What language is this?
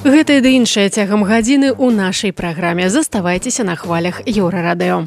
Belarusian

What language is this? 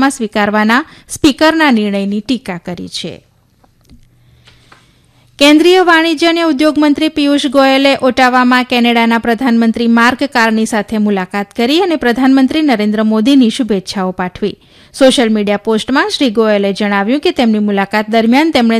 Gujarati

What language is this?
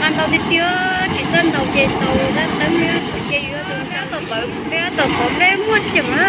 Hmong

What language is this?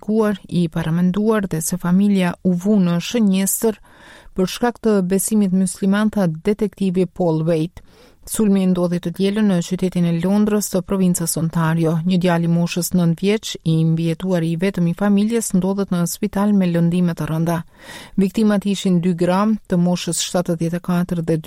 Albanian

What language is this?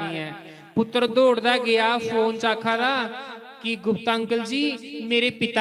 Dogri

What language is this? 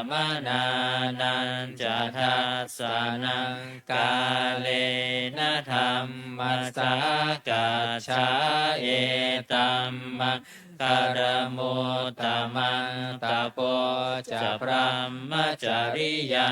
Pali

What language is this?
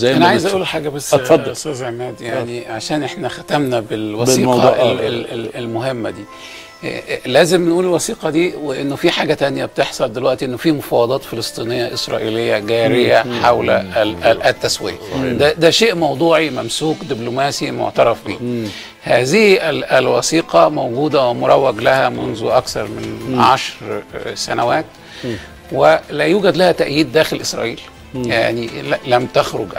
Egyptian Arabic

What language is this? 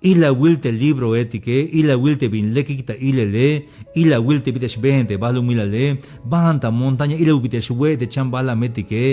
Tzeltal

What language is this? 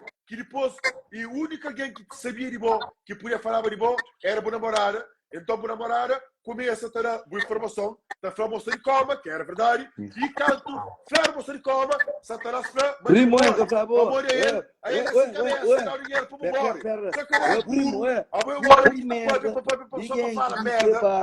Kabuverdianu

